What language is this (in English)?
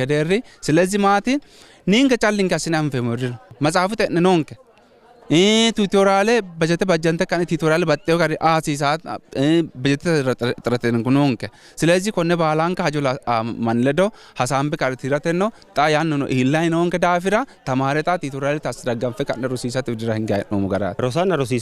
Sidamo